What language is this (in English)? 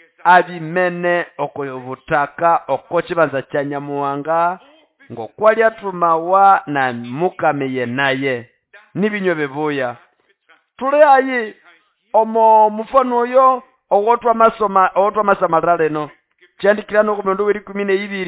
Nande